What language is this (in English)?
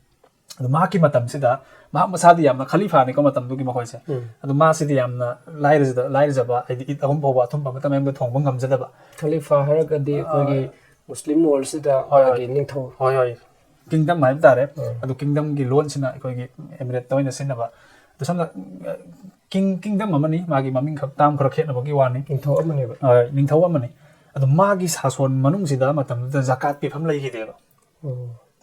Manipuri